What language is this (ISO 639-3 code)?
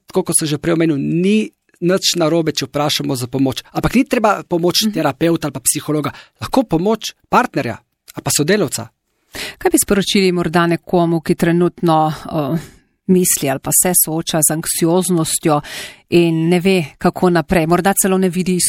slv